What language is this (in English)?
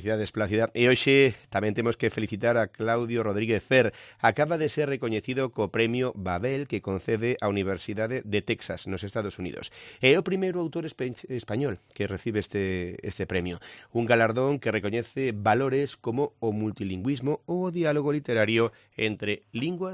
Galician